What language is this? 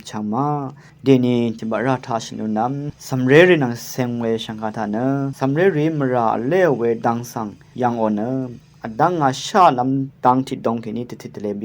Rawang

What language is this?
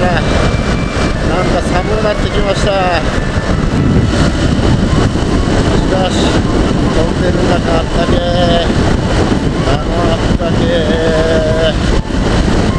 Japanese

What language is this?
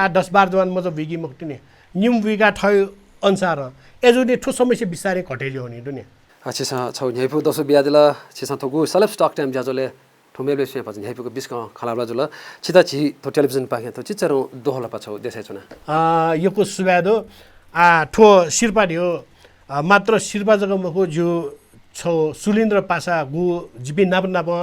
Newari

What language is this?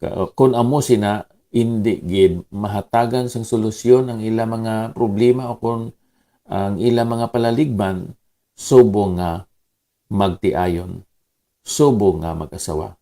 Hiligaynon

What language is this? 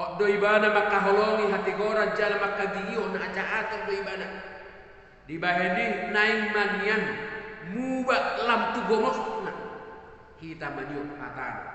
Batak Toba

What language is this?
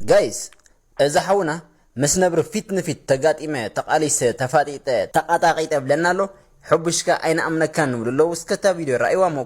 Tigrinya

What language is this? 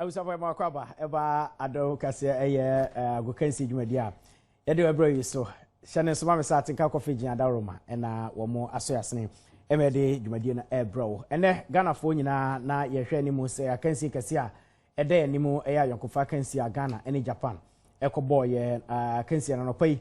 Akan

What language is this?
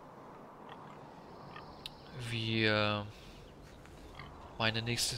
German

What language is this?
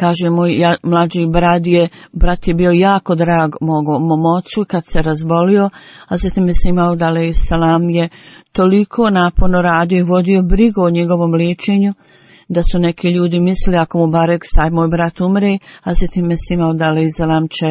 Bosnian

